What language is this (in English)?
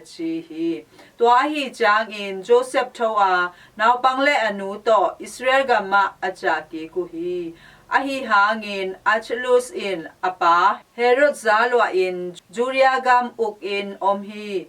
Tedim Chin